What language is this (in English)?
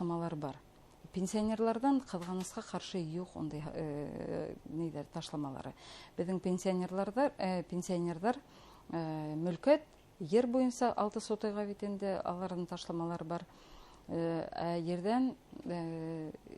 Bashkir